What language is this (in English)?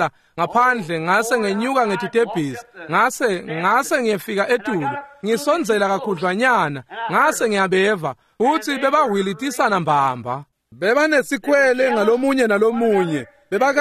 Swati